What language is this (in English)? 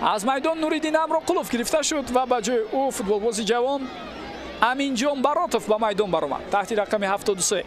Tajik